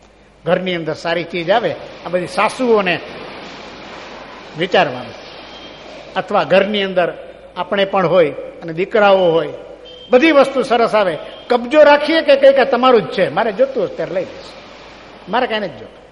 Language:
Gujarati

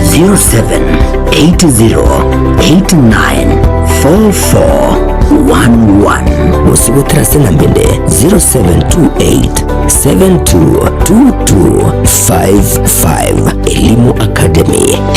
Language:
Gusii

